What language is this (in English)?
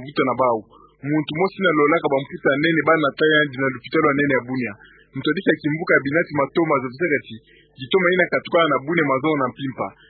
Kituba (Democratic Republic of Congo)